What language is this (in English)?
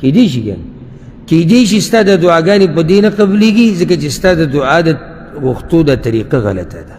Pashto